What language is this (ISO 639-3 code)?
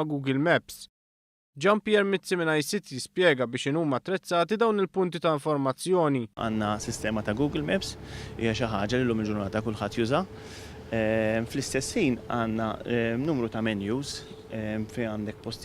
mlt